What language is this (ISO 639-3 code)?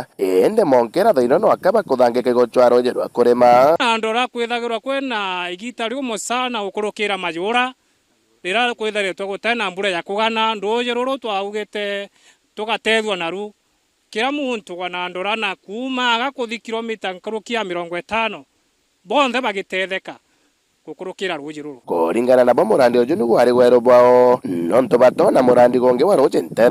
mer